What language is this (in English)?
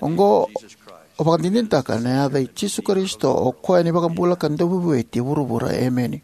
Fijian